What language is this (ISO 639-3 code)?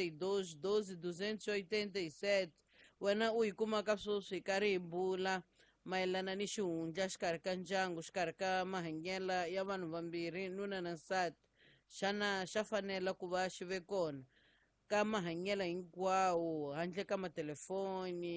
tso